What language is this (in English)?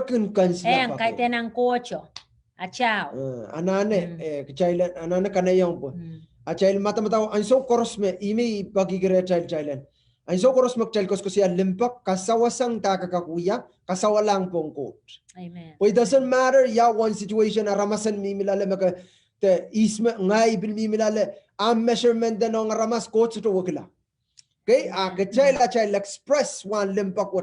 Pohnpeian